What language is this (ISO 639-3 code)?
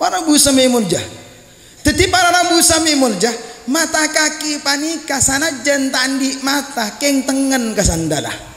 mad